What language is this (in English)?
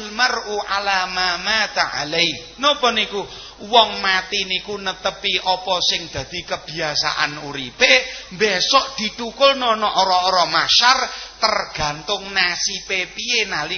Javanese